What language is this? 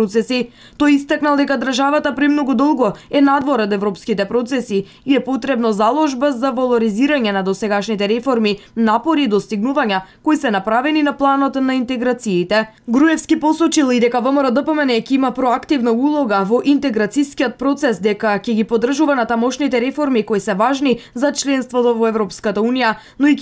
Macedonian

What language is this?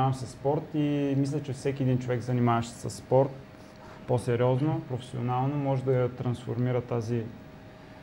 Bulgarian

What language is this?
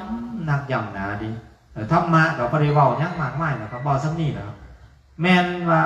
Northeastern Thai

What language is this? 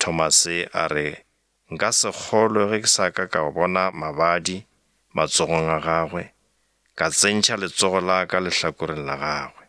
Northern Sotho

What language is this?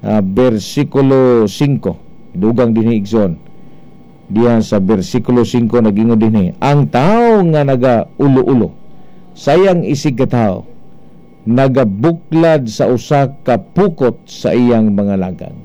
Cebuano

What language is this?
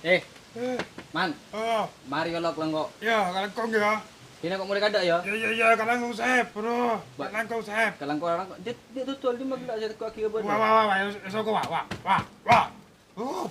Madurese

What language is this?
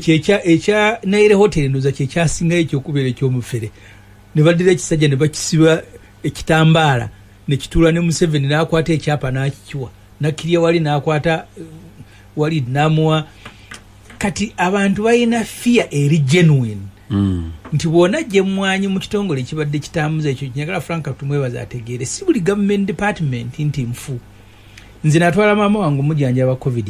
Ganda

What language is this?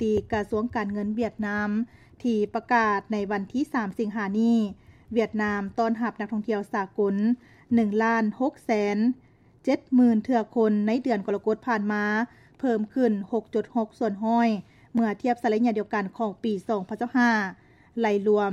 Lao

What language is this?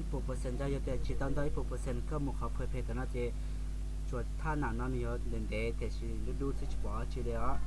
Hmong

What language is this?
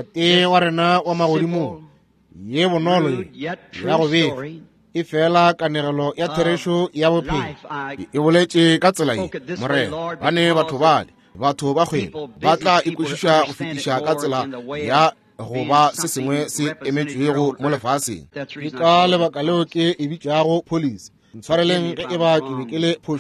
Northern Sotho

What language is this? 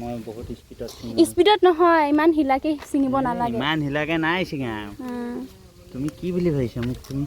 Assamese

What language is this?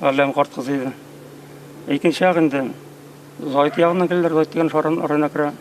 Bashkir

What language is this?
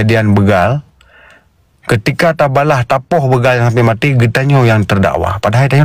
Achinese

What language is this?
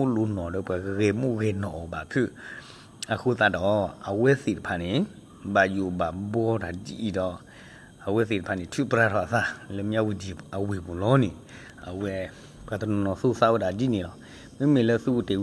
S'gaw Karen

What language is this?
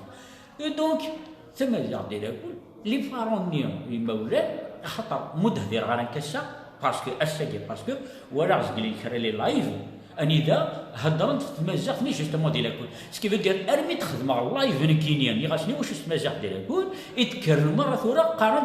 Kabyle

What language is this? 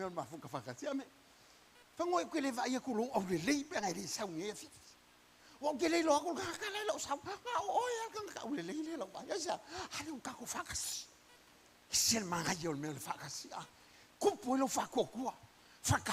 Samoan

